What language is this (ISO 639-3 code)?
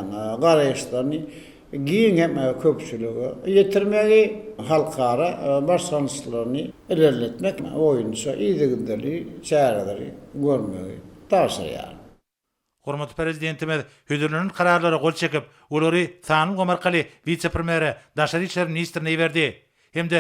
tuk